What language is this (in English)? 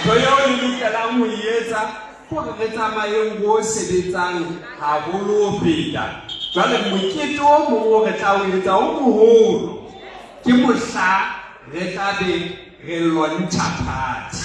Southern Sotho